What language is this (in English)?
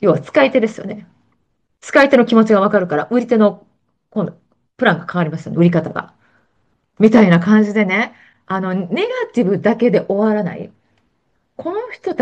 Japanese